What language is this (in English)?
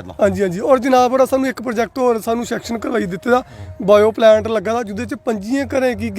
Dogri